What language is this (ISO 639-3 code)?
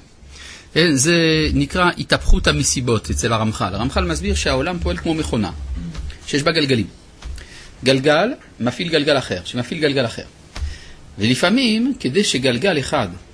heb